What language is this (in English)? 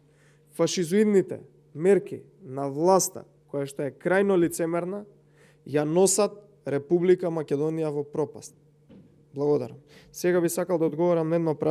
Macedonian